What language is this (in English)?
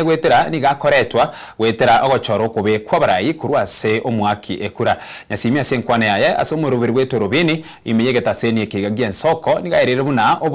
Gusii